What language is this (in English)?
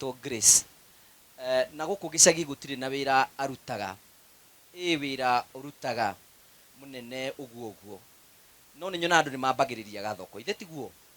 Kikuyu